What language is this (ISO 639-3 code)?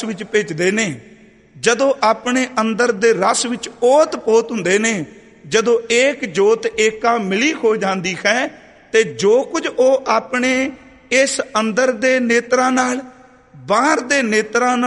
pan